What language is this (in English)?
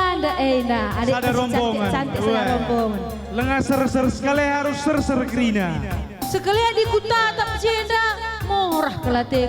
Batak Karo